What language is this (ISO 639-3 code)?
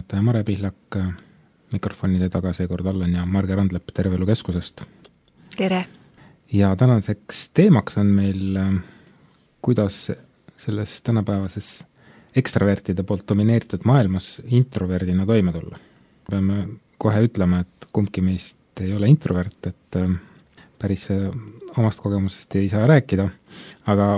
est